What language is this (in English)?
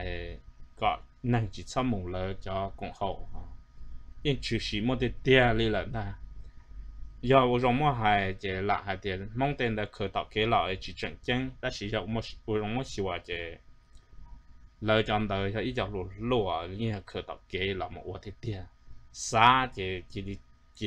Vietnamese